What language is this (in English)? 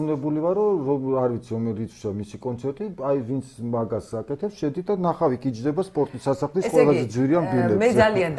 Georgian